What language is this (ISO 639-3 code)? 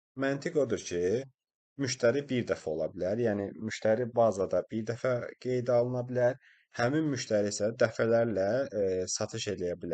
aze